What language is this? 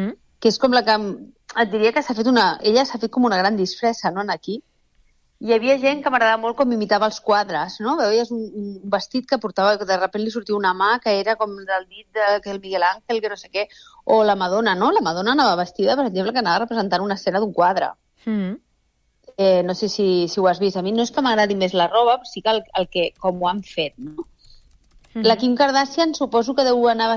Catalan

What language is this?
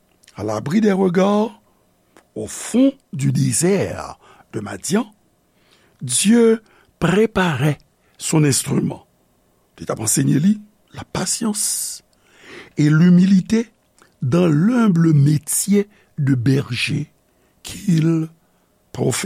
Haitian Creole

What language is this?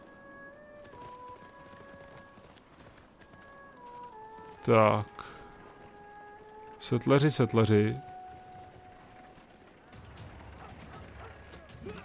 Czech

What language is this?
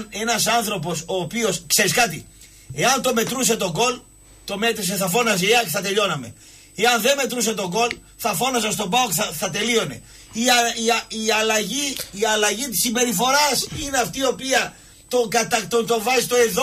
Greek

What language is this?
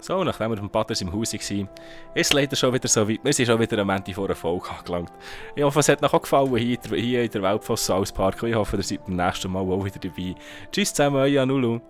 Swiss German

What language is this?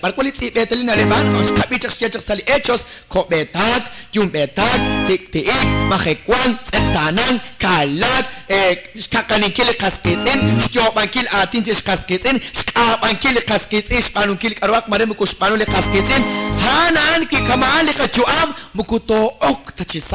Kekchí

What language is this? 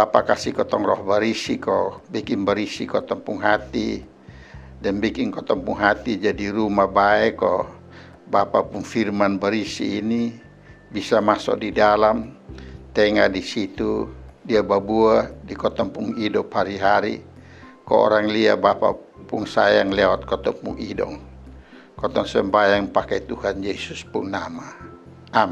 Kupang Malay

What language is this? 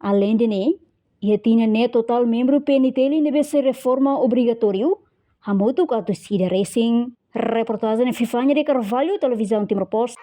Tetum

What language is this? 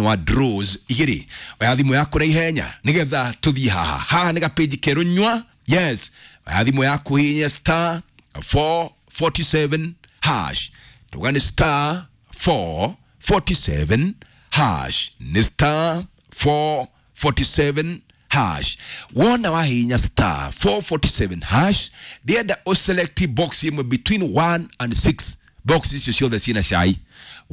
Kikuyu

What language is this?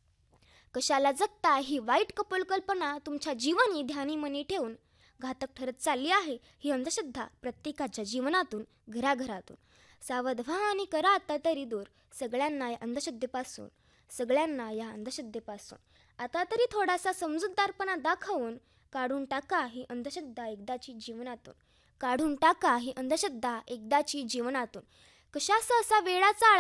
Marathi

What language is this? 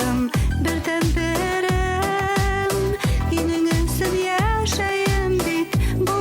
Bashkir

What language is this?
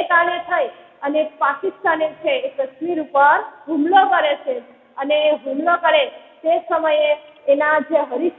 Gujarati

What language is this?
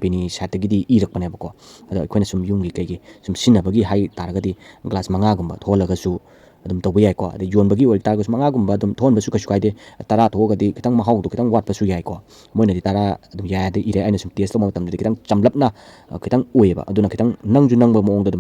Manipuri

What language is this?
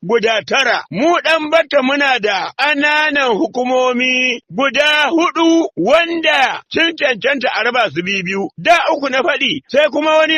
Hausa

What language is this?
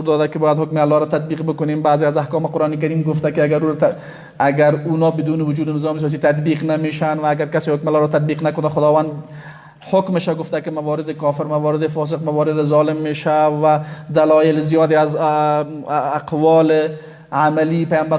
Persian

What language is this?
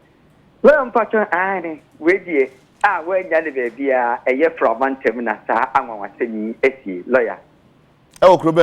Akan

